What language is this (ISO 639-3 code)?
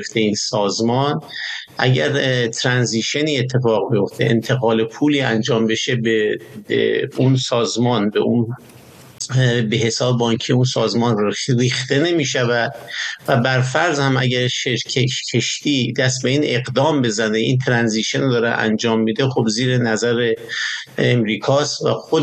fas